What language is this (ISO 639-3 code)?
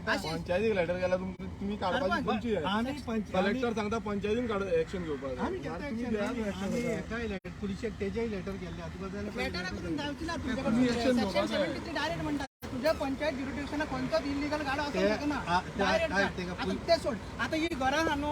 kok